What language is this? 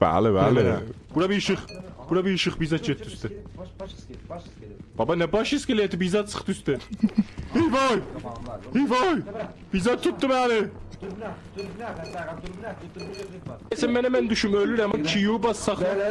South Azerbaijani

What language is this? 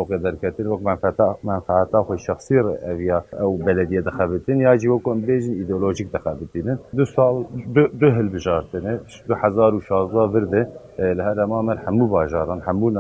Kurdish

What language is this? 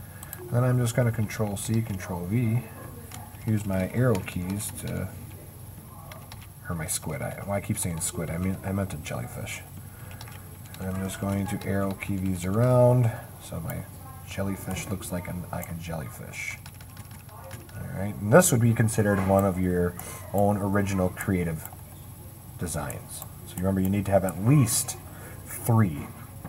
English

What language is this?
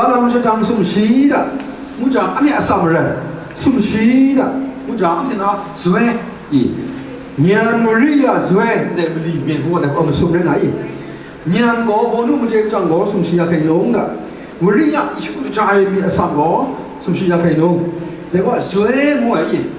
Kachin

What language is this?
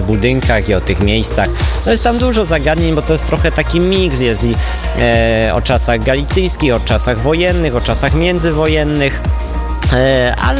Polish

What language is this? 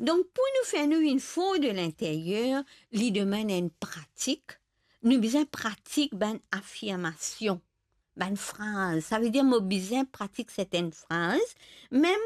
Morisyen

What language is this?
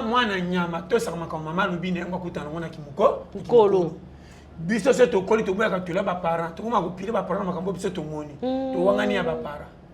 Lingala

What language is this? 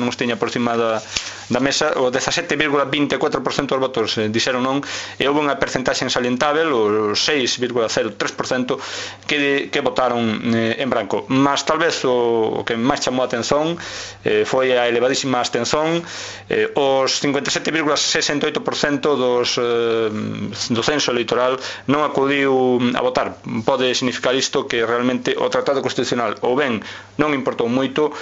Galician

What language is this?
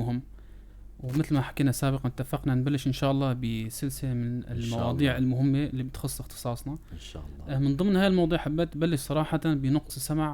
North Levantine Arabic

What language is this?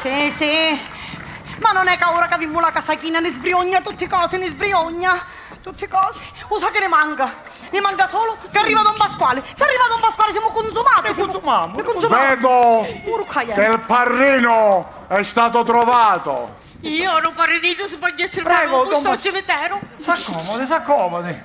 Sicilian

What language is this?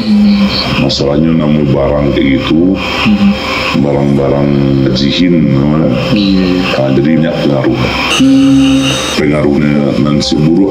Minangkabau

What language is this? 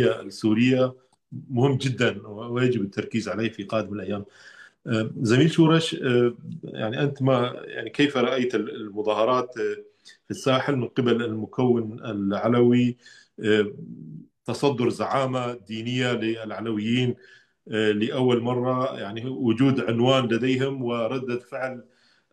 North Levantine Arabic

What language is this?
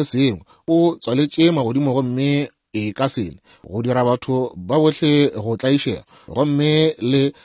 Northern Sotho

